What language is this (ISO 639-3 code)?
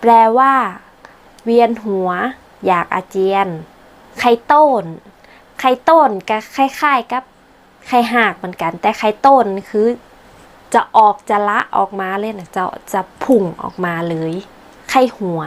nod